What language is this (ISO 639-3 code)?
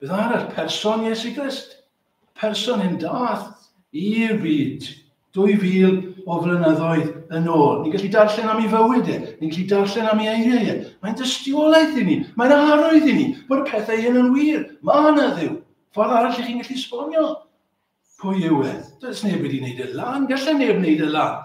cym